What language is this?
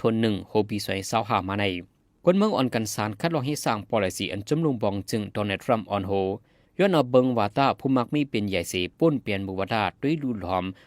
Shan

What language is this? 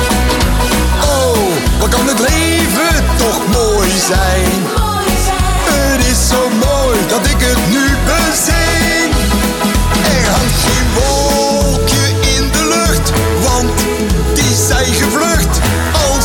Dutch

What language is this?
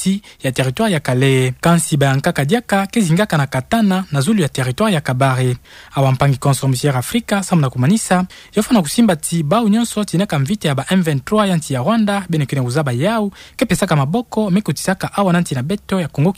Kituba (Democratic Republic of Congo)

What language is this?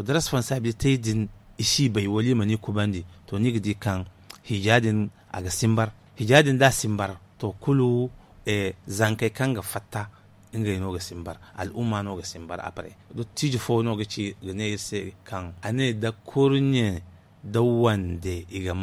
Zarma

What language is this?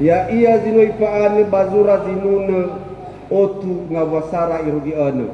Nias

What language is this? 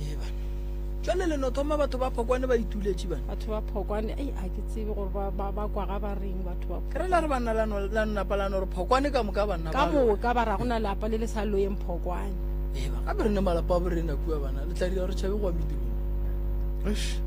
Northern Sotho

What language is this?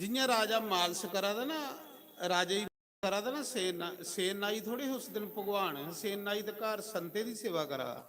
Dogri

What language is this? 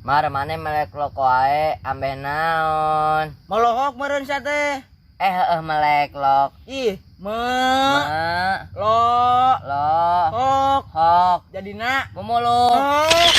Sundanese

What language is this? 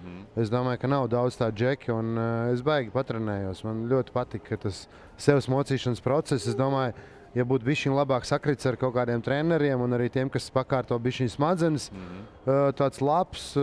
Latvian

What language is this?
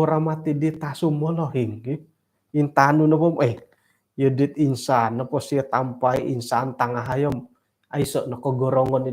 Central Dusun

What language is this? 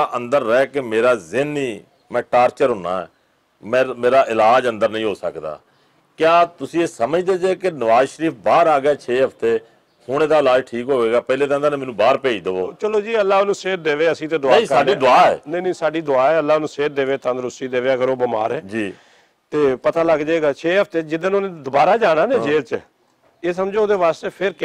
Western Panjabi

